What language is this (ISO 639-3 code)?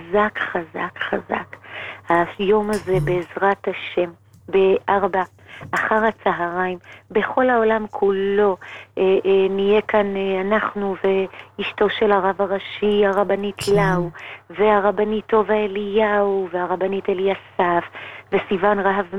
heb